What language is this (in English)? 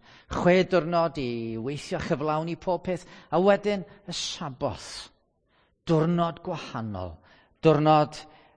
Welsh